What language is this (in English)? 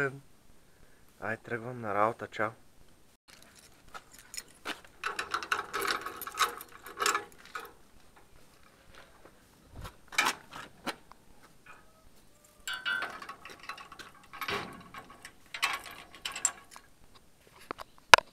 Bulgarian